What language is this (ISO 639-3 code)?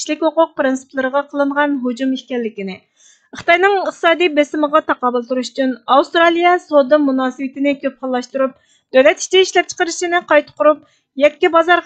uig